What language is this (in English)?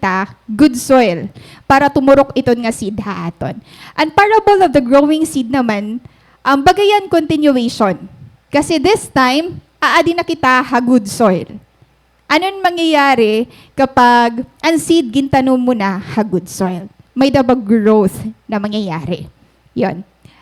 Waray